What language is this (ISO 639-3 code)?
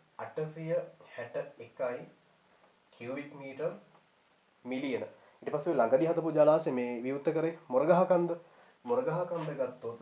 sin